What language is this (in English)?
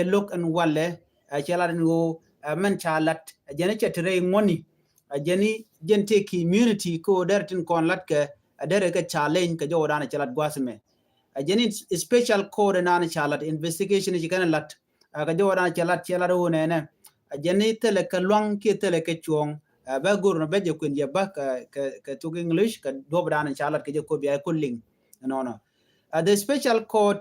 Nuer